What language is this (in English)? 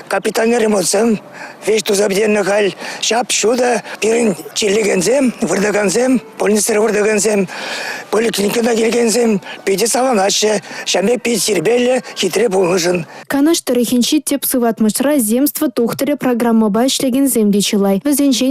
Chuvash